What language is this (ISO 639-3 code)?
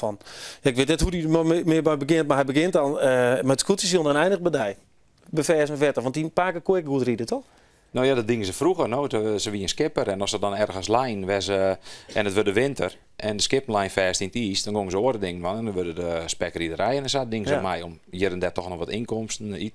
fry